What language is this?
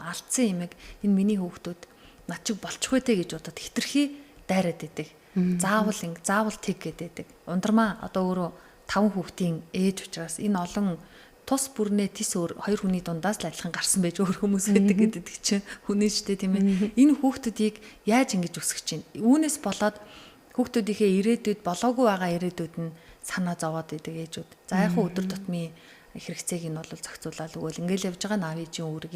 Mongolian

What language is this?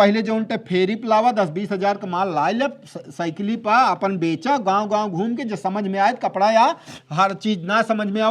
Awadhi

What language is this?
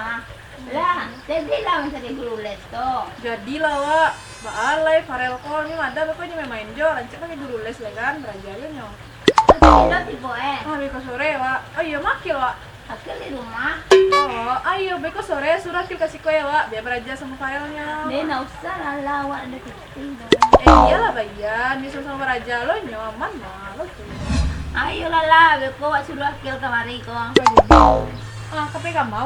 Minangkabau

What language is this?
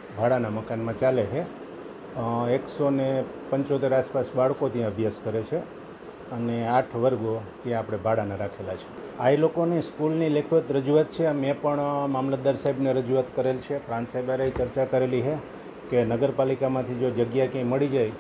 Gujarati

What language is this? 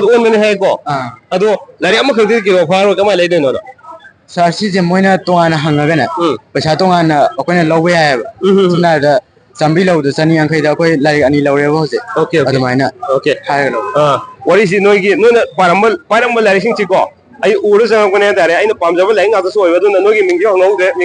Manipuri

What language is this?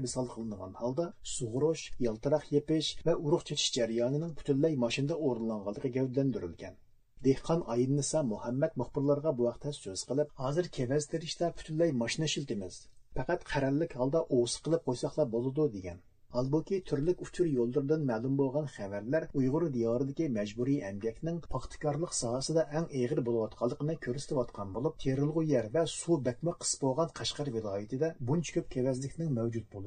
Uyghur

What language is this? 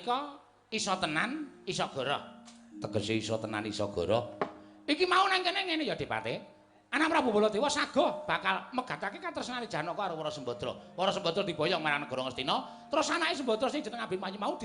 Javanese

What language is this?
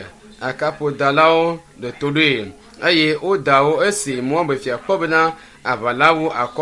Ewe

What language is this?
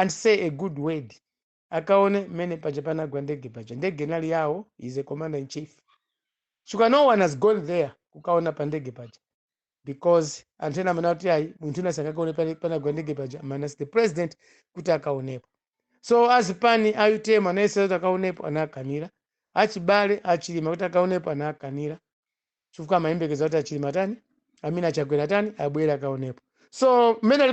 Nyanja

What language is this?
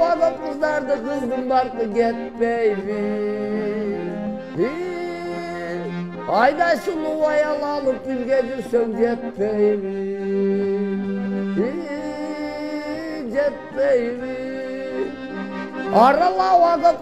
Kyrgyz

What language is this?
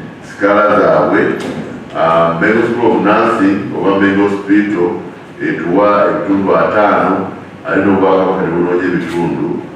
Ganda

